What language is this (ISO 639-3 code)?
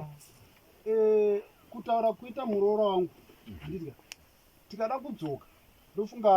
sna